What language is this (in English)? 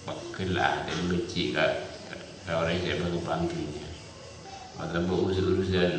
Madurese